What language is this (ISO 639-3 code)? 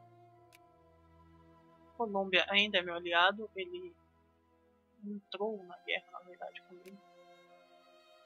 por